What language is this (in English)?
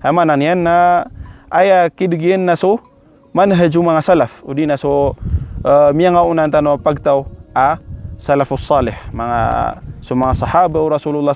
Maranao